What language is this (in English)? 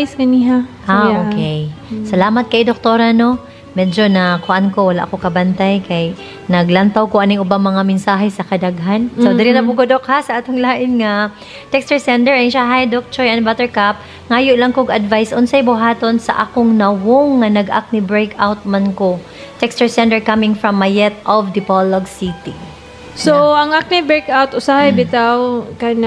Cebuano